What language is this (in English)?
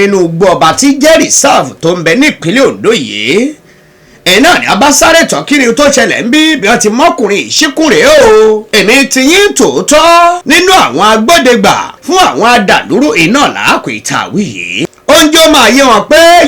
Yoruba